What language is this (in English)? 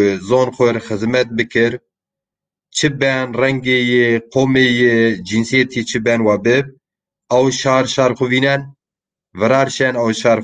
Zaza